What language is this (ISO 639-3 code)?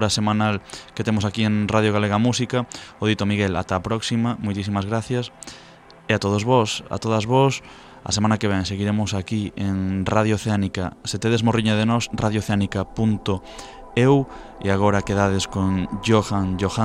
glg